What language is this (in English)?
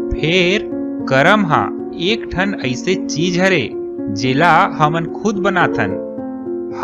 Chhattisgarhi